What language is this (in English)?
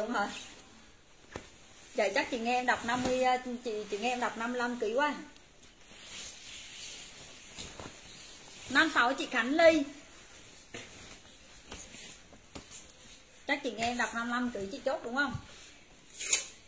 Vietnamese